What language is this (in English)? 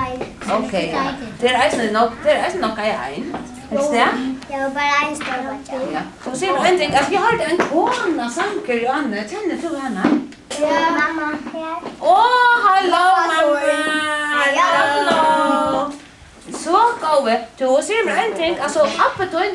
Faroese